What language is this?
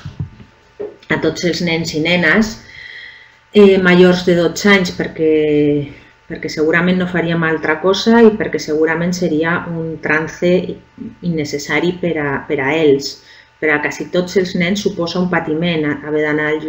Catalan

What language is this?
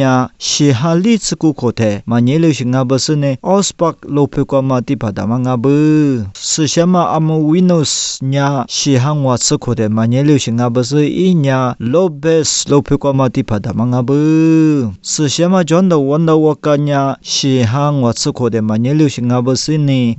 Lisu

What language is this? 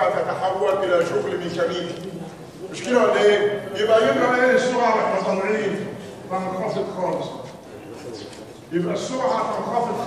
Egyptian Arabic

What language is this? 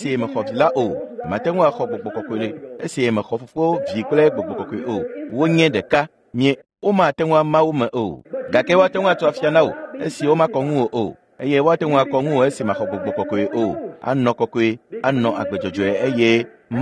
Ewe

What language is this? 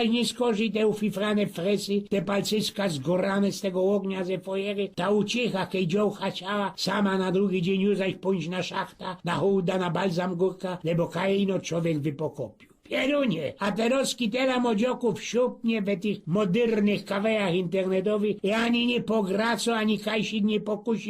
Silesian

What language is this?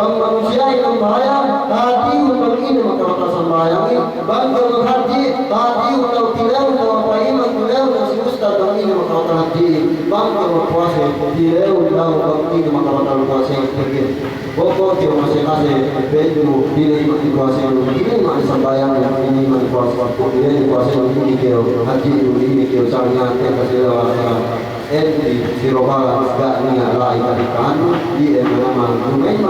Yakan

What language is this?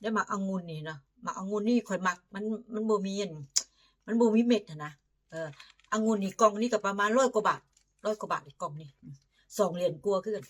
Northeastern Thai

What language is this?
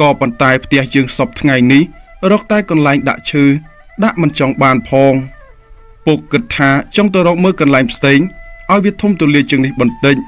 Khmer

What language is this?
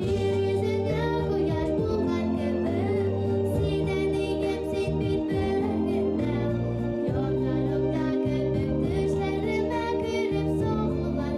Bashkir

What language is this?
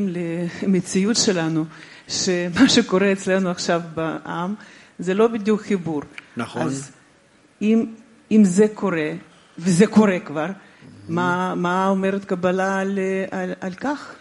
Hebrew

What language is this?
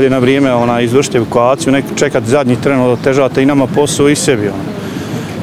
Bosnian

